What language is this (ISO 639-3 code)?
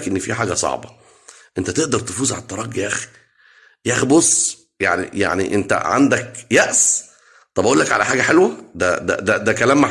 arz